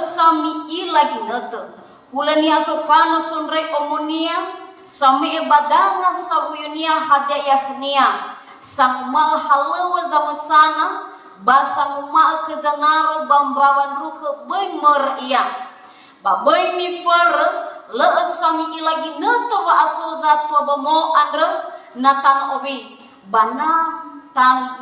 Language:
Nias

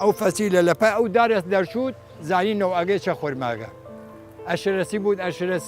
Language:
Southern Kurdish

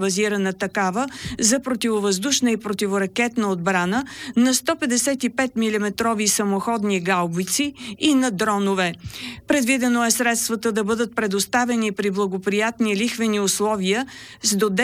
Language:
Bulgarian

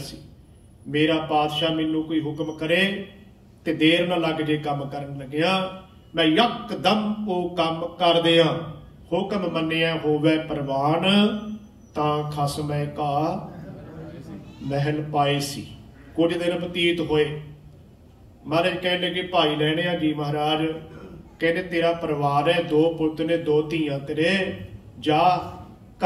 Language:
Punjabi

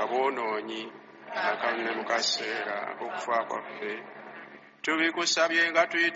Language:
Ganda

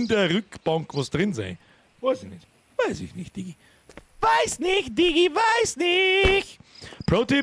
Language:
Bavarian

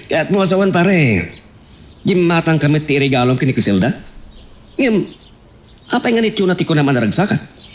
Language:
Iloko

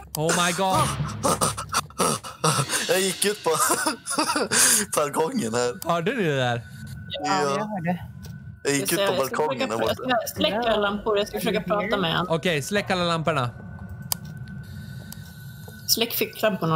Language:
Swedish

